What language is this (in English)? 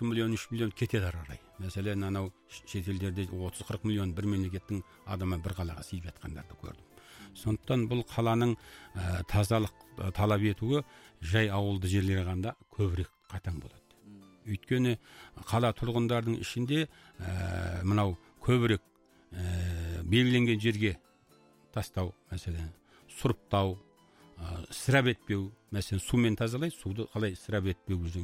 Kazakh